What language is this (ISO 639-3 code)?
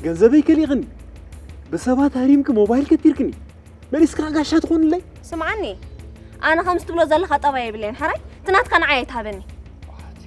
tir